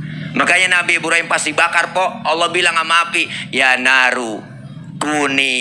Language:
Betawi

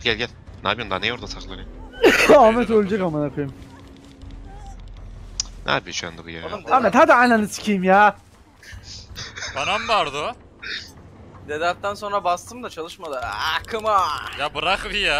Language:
Turkish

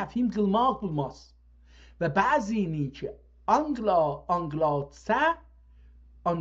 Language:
South Azerbaijani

